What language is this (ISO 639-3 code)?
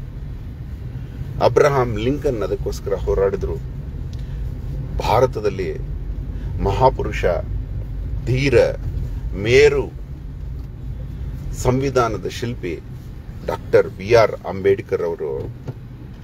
kan